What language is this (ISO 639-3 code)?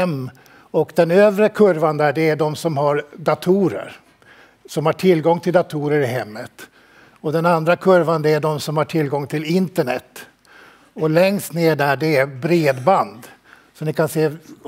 swe